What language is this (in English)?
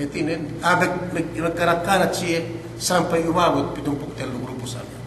Yakan